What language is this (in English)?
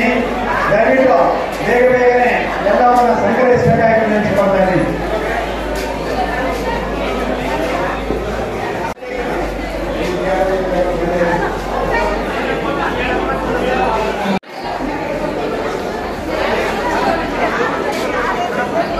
Kannada